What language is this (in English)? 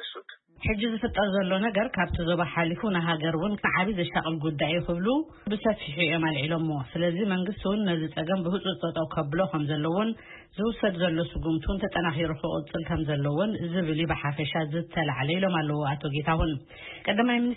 Tigrinya